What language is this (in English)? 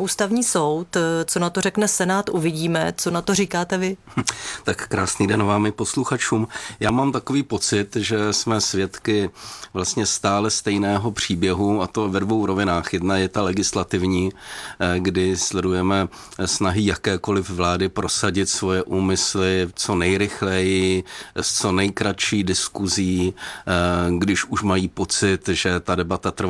Czech